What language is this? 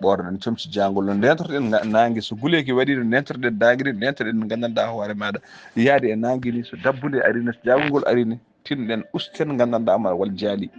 Fula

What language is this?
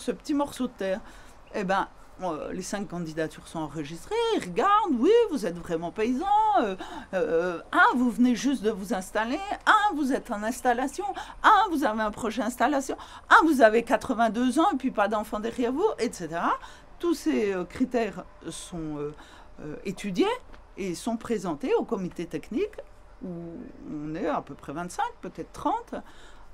French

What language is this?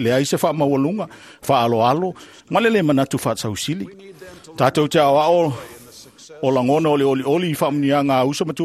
Samoan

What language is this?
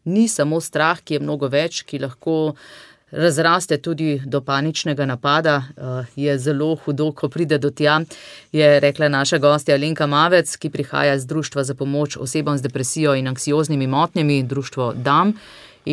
Slovenian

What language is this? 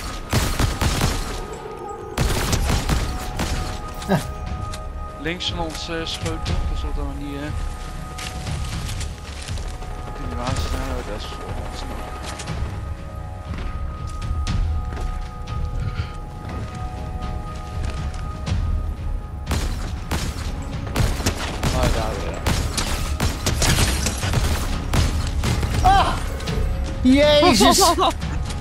Dutch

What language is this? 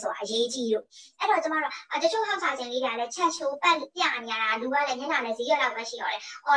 Burmese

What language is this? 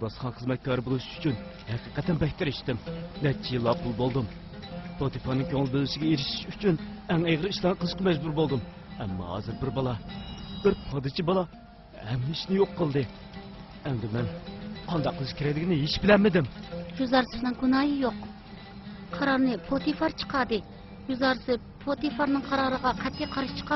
Uyghur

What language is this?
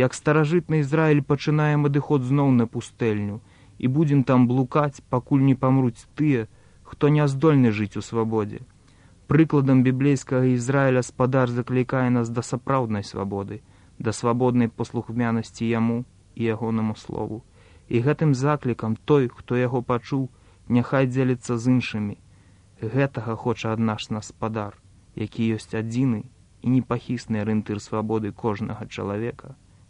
Belarusian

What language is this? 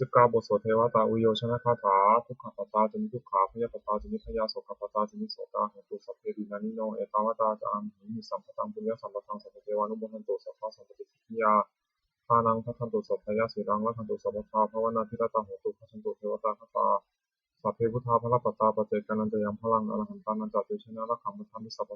Pali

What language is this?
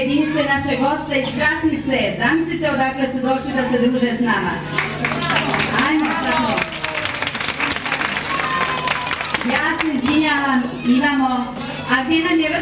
Bosnian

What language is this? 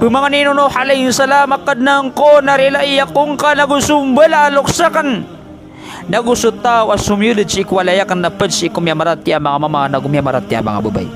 Maranao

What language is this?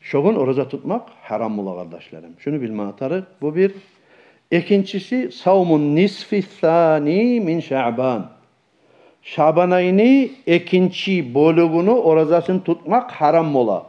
Kumyk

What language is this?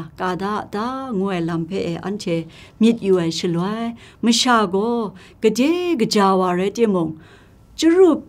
Kachin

